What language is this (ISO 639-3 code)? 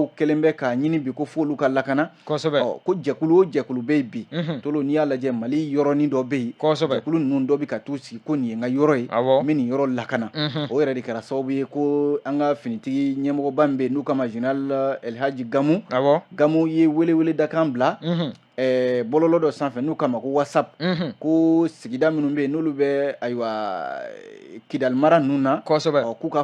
bam